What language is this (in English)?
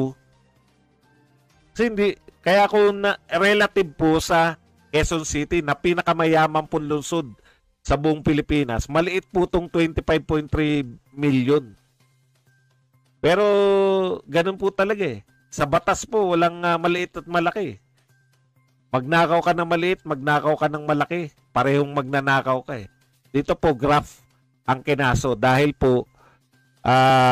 Filipino